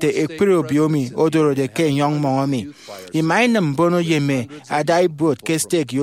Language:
Efik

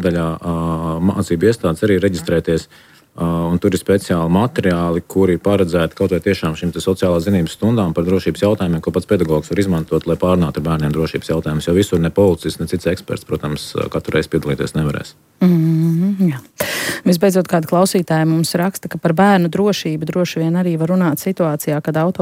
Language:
Latvian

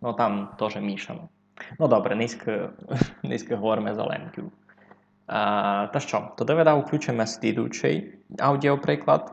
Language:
Rusyn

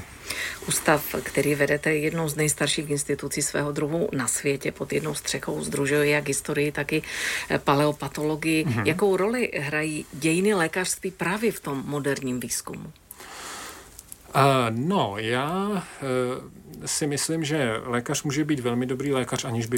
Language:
Czech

